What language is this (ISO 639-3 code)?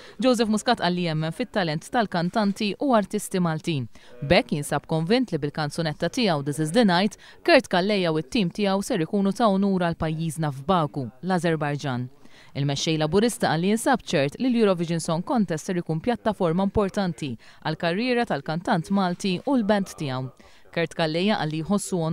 mlt